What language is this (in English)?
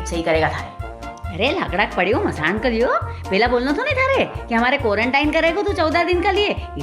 Rajasthani